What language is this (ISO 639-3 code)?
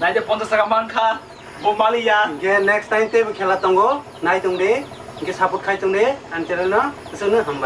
trp